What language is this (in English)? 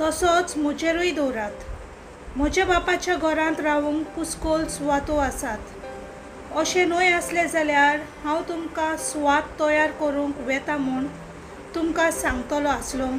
Konkani